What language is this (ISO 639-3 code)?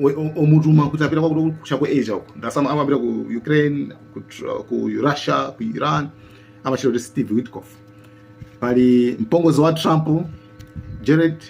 nya